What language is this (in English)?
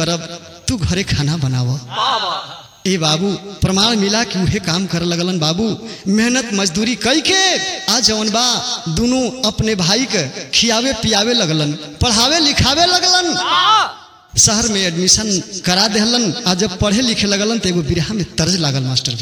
Bhojpuri